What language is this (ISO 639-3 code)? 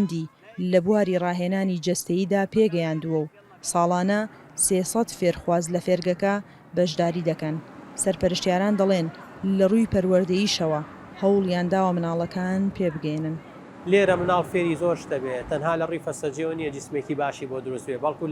ckb